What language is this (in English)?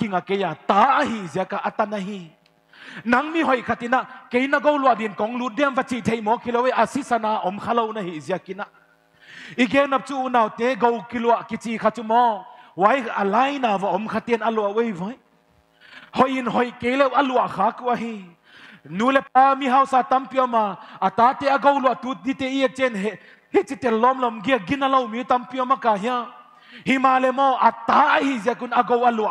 Paite Chin